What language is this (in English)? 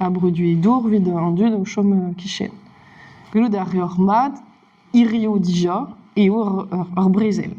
Breton